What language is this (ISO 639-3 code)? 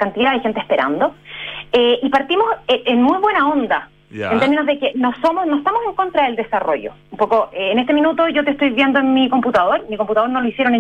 spa